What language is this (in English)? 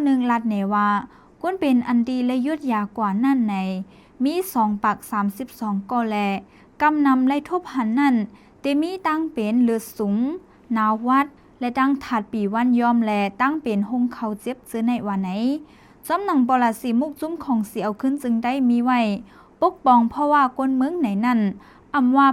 Shan